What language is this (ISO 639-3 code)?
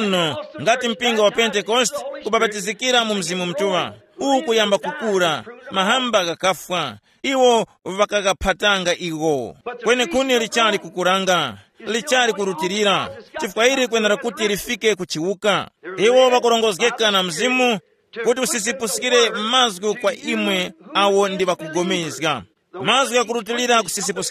tum